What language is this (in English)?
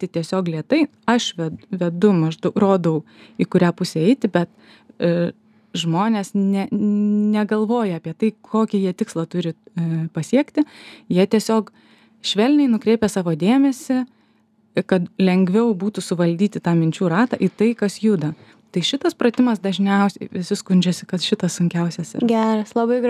Lithuanian